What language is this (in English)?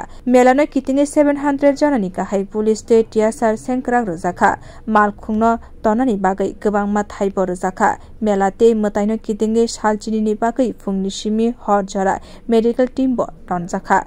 Kok Borok